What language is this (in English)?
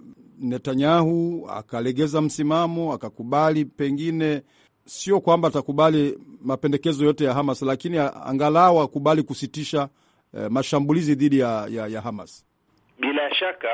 Swahili